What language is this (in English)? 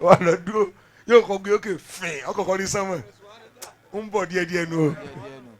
Yoruba